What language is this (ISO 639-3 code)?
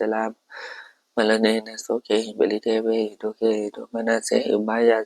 pli